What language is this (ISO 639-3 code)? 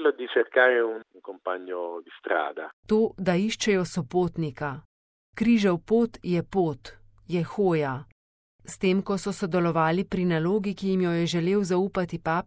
slv